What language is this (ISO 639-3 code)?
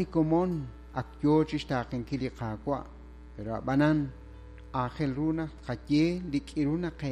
kek